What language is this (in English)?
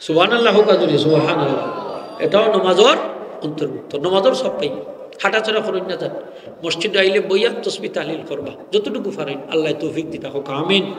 Sylheti